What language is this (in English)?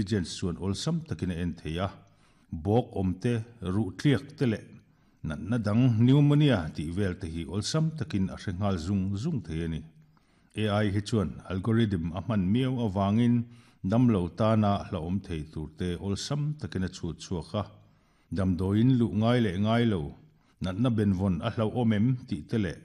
Mizo